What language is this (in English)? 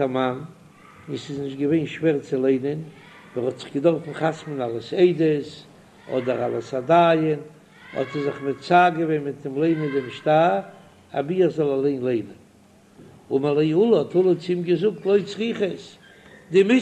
Yiddish